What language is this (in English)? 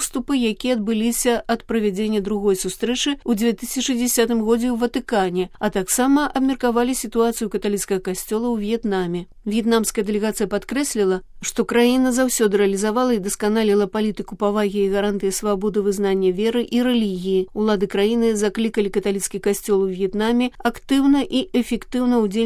Belarusian